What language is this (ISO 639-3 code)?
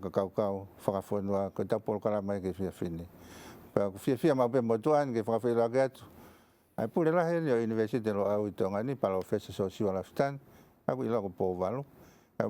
ton